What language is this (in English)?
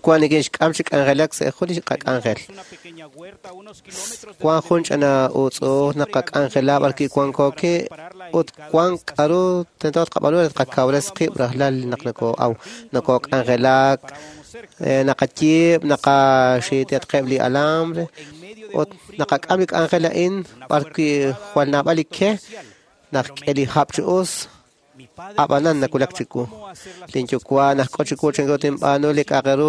Kekchí